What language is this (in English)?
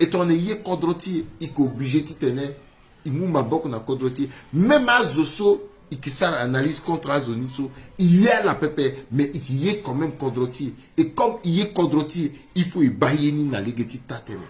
Sango